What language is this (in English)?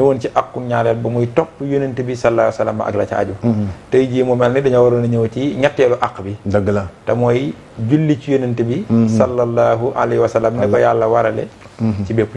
Wolof